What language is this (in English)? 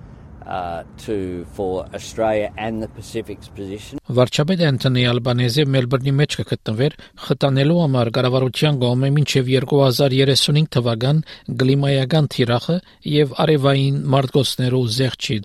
Armenian